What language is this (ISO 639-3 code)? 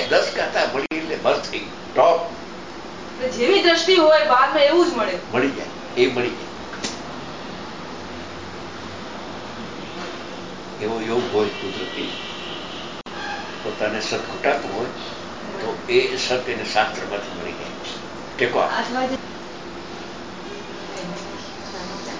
guj